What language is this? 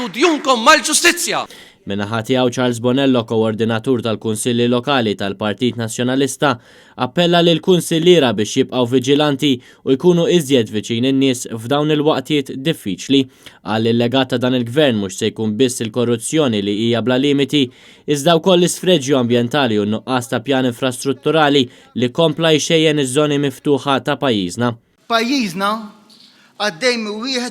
Maltese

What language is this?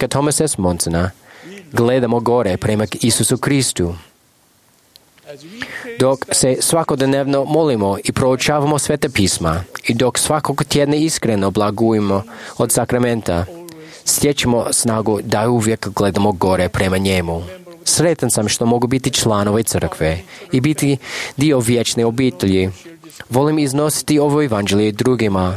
Croatian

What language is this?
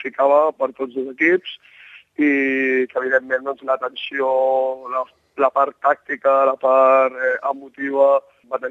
Catalan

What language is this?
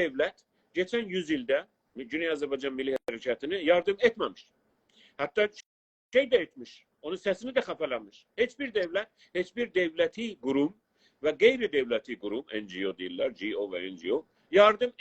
South Azerbaijani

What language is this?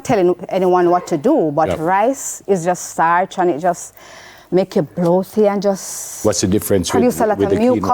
Jamaican Creole English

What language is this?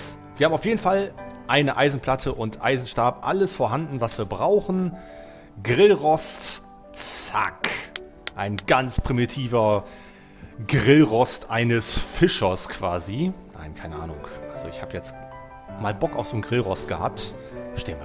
German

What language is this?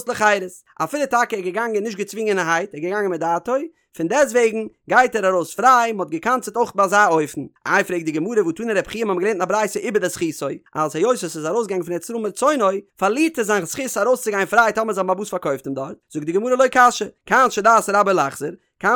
Yiddish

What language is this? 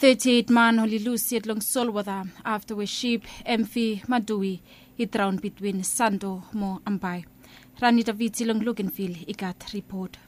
Bislama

